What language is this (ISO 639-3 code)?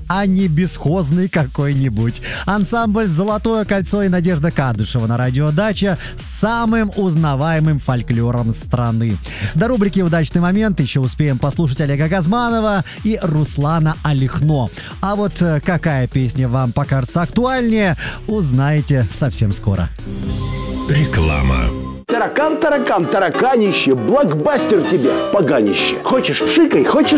rus